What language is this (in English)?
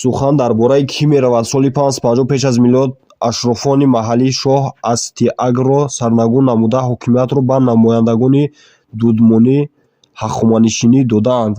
Tajik